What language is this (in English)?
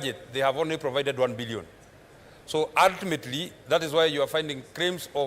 Kamba